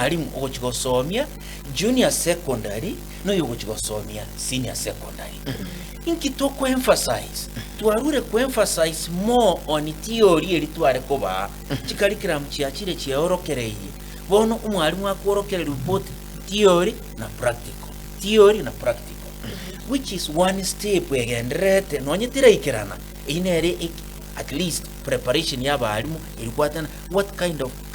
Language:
Gusii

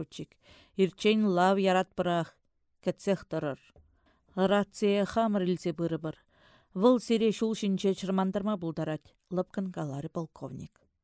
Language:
Chuvash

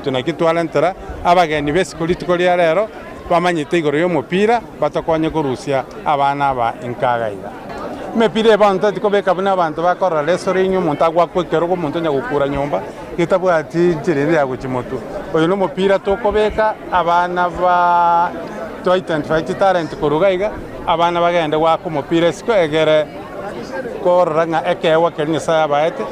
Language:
Gusii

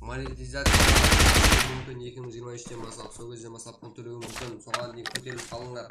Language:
Kara-Kalpak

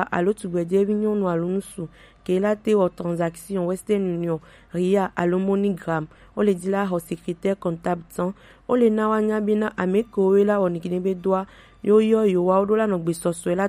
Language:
Gen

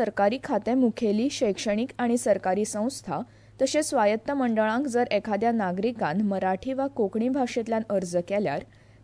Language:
Konkani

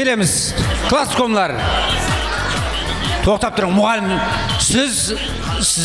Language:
Kara-Kalpak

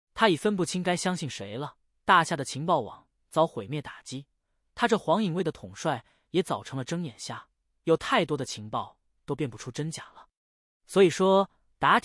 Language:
Chinese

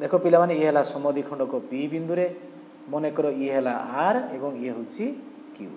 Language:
Odia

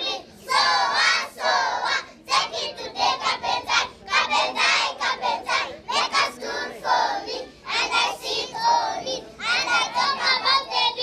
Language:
Nyankole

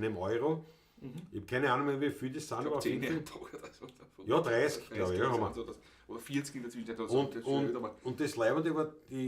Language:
Bavarian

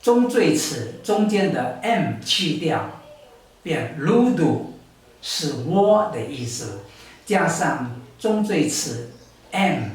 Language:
Taroko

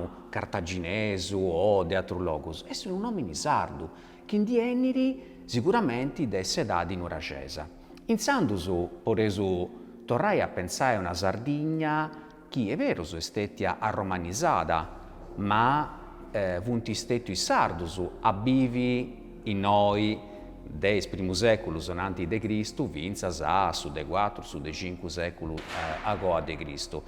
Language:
Sardinian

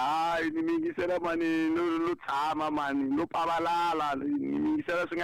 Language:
Tsonga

